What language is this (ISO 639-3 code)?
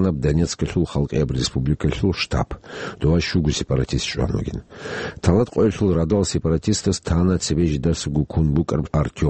ava